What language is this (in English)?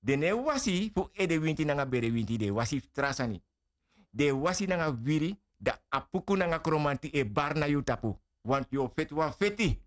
Sranan Tongo